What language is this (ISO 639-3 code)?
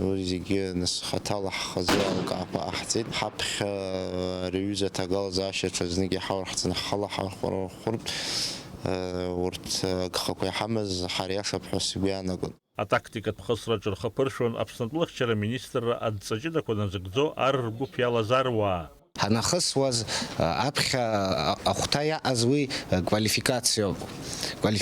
abk